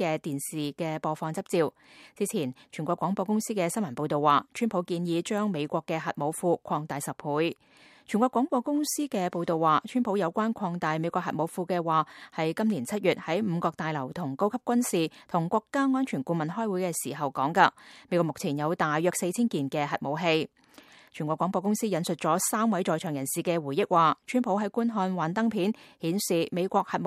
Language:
Cantonese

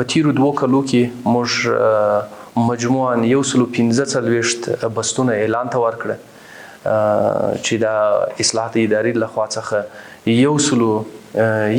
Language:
Pashto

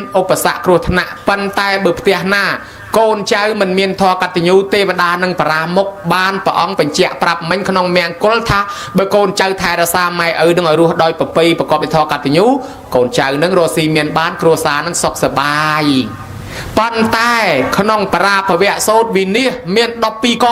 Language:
Khmer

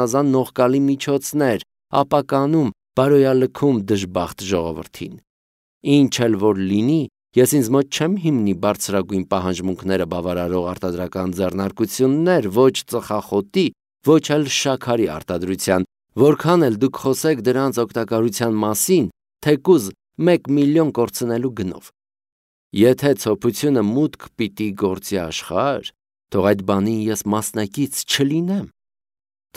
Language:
Armenian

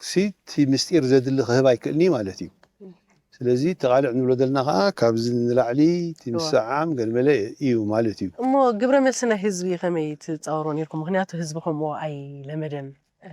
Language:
Tigrinya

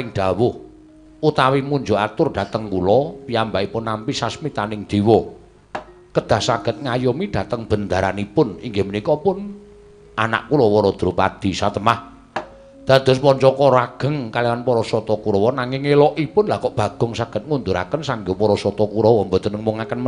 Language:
Javanese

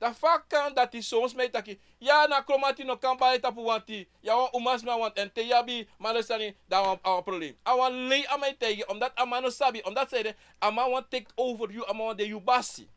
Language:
Sranan Tongo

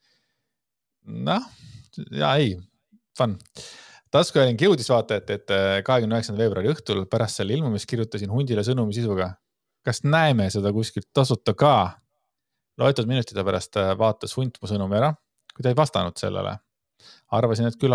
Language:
Estonian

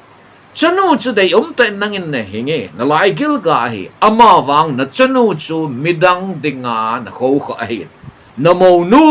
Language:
Thado Chin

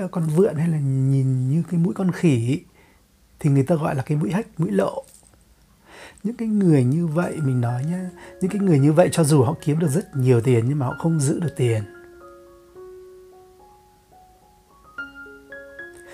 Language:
Vietnamese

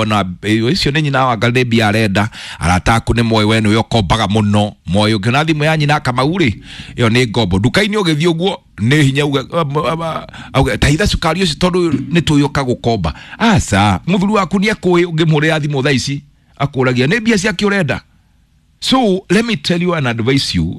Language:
Kikuyu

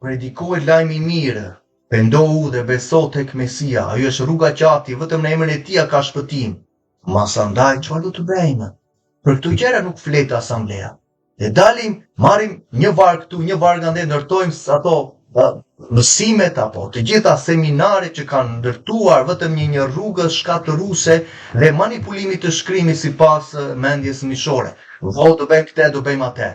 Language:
Albanian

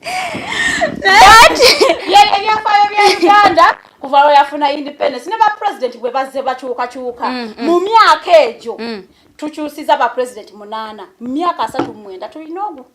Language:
Ganda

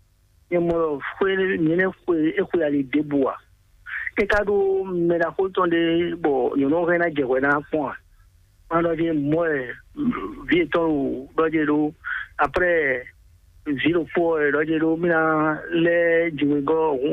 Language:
Fon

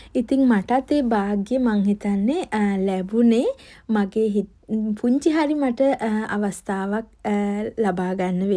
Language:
Sinhala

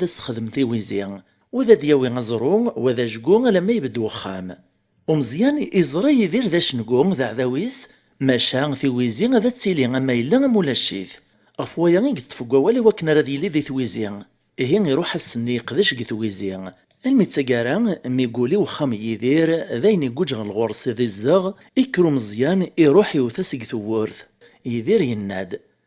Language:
Kabyle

